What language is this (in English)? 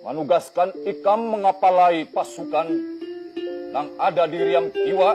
Banjar